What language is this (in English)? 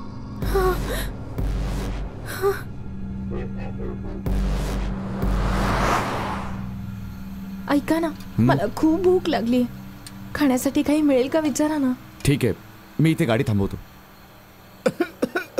Marathi